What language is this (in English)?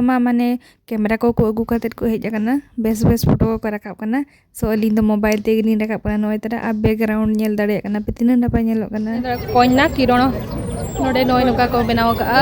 Santali